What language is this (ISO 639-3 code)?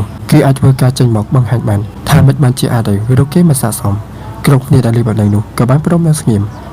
khm